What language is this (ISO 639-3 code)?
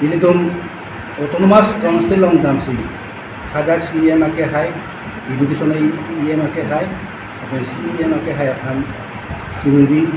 mjw